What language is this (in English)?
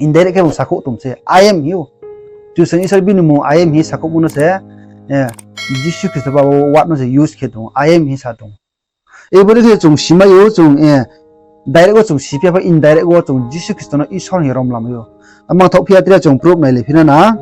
Riang (India)